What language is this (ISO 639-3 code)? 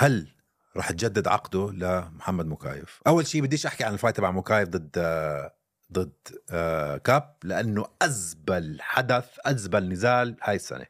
apc